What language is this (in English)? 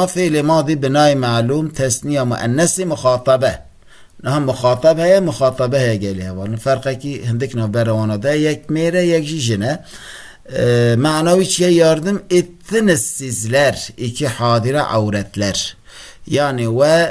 Kurdish